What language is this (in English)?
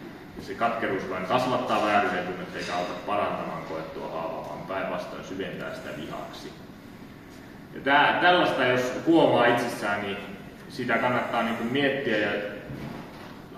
Finnish